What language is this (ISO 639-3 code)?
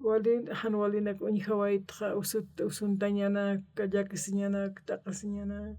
aym